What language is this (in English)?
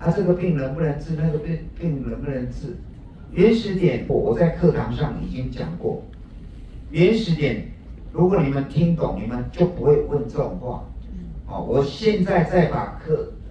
Chinese